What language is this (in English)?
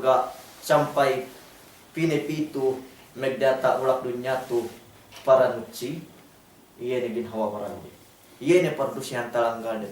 Yakan